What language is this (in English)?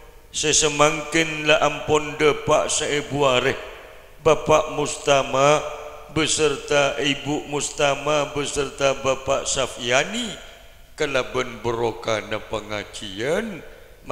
Madurese